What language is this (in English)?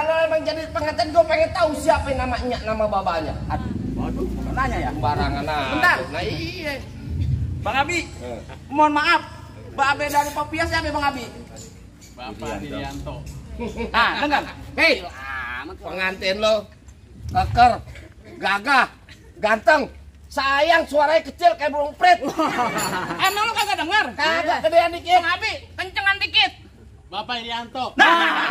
Betawi